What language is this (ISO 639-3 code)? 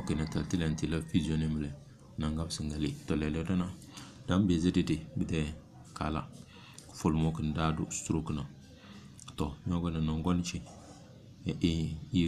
kdh